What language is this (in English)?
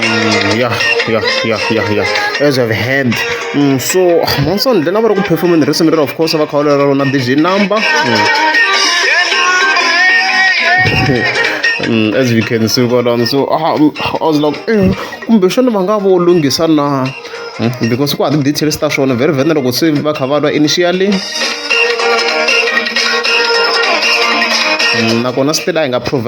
Tsonga